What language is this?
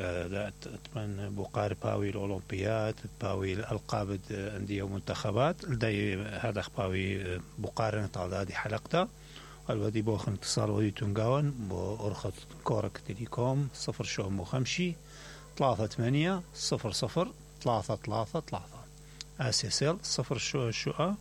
Mesopotamian Arabic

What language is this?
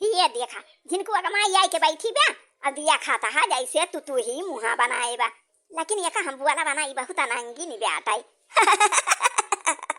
Awadhi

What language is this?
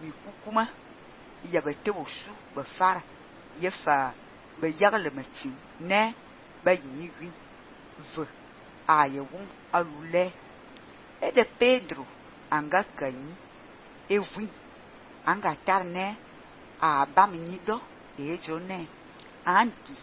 Fang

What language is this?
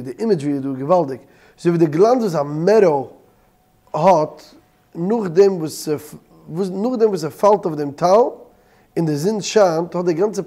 Yiddish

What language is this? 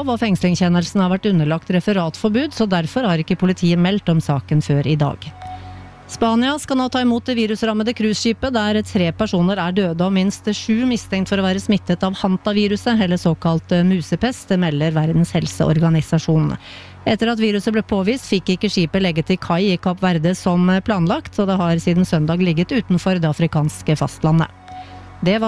Norwegian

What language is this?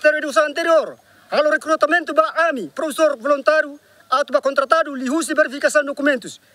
Tetum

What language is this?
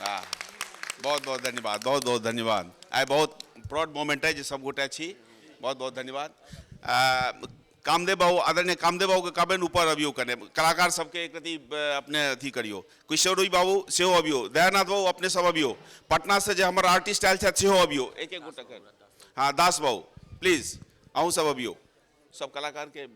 Maithili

